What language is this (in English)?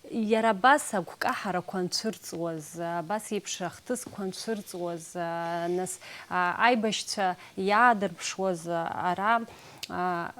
Abkhazian